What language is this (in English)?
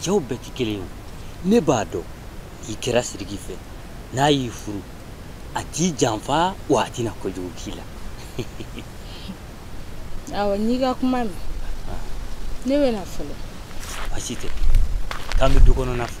Bambara